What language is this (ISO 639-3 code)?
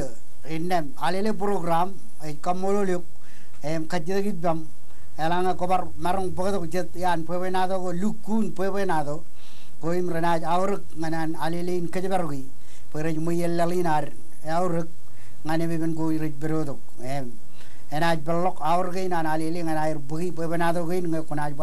mah